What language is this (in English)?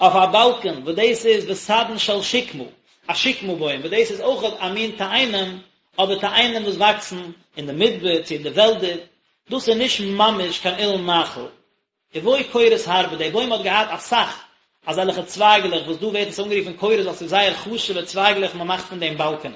Yiddish